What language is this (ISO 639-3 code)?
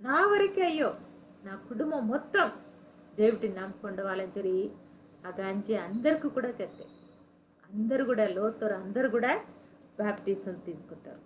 kff